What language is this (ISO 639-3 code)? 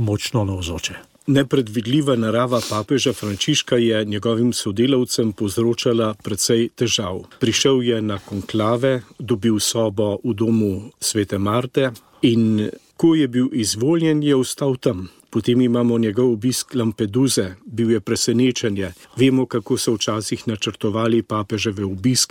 slv